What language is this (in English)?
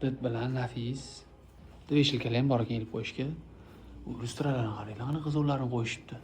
Uzbek